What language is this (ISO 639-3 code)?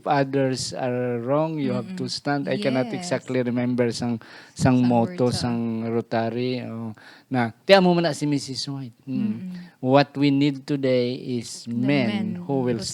hil